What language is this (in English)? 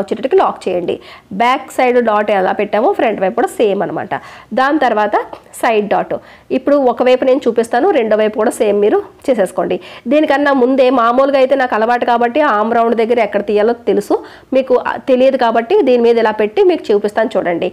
Telugu